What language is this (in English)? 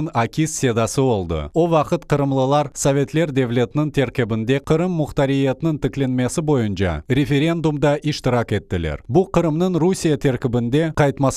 Crimean Tatar